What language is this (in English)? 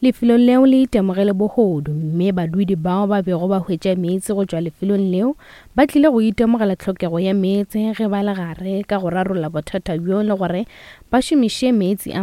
Northern Sotho